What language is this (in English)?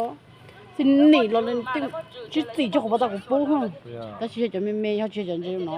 Hmong